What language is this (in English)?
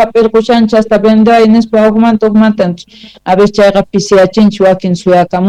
South Bolivian Quechua